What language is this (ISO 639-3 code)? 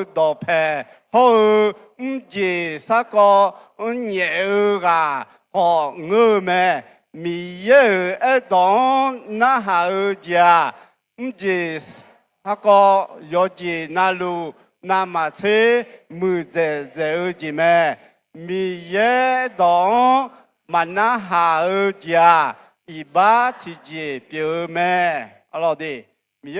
ahk